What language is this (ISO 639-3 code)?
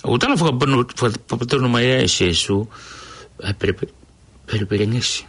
ton